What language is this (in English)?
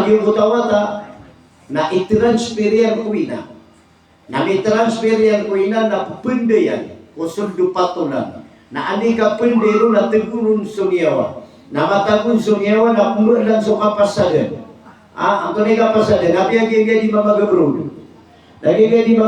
Maranao